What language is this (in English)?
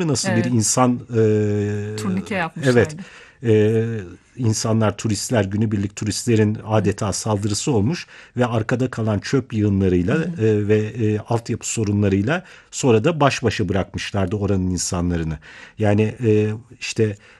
Turkish